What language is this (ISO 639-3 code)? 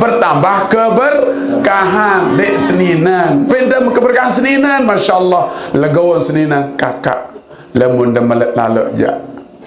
sas